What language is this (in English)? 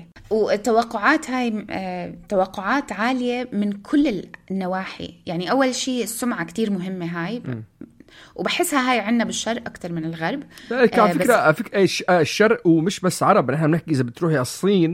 North Levantine Arabic